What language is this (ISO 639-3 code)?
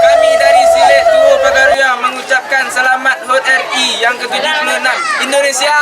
min